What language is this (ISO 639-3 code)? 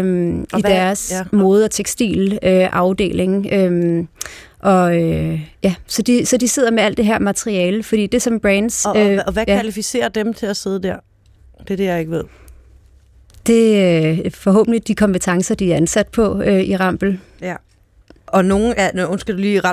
dan